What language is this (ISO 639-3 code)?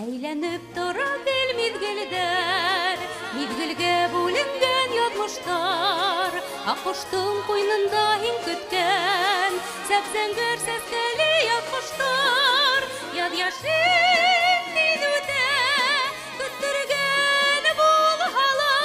bak